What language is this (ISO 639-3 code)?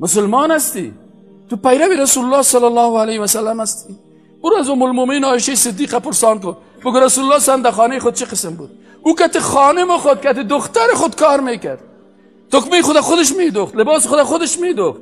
fas